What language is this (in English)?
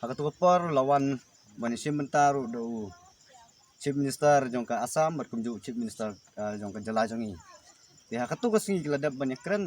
Khasi